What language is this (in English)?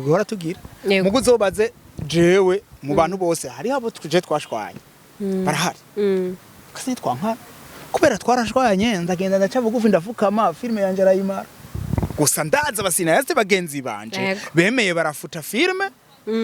Rundi